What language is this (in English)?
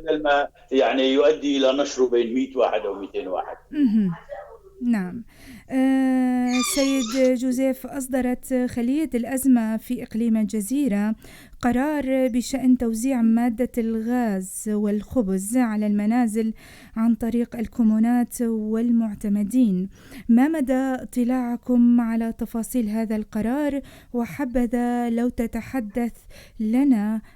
North Levantine Arabic